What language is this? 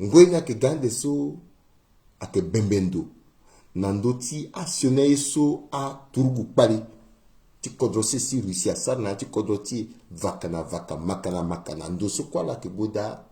Sango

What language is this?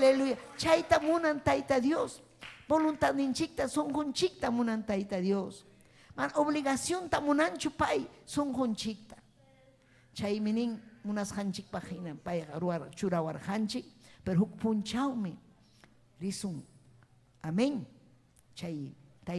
Ayacucho Quechua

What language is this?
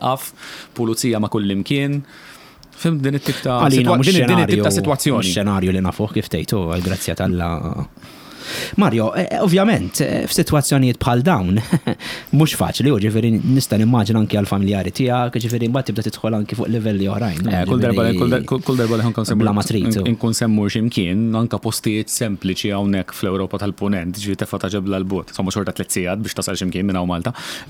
Maltese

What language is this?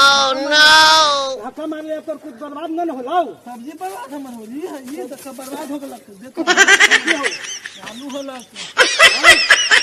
Magahi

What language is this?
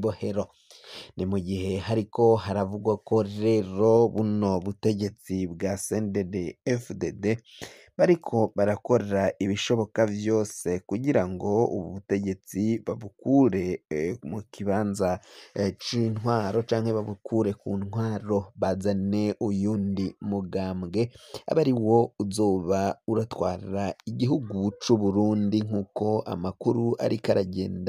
Rundi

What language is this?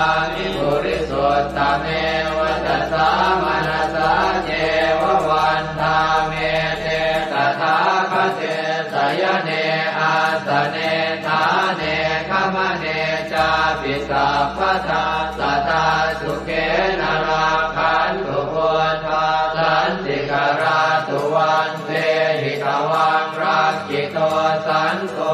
Pali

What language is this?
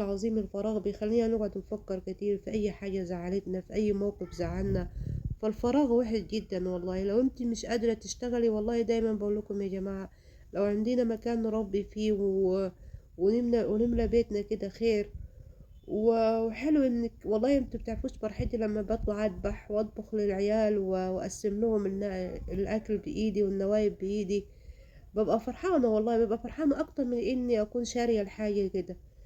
Egyptian Arabic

